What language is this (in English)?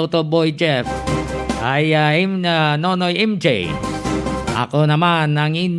Hiligaynon